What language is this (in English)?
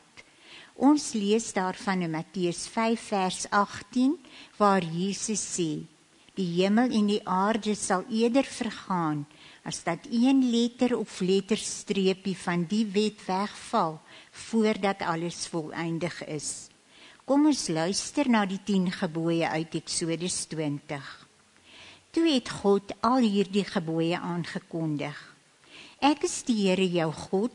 Afrikaans